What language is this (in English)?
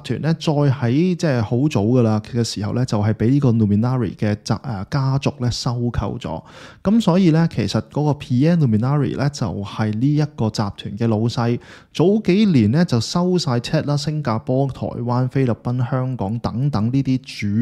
Cantonese